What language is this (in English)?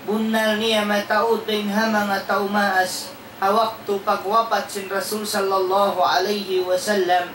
Tausug